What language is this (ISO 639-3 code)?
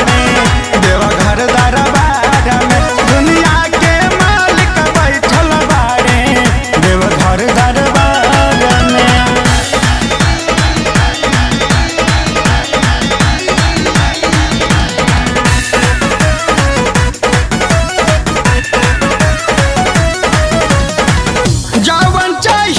bho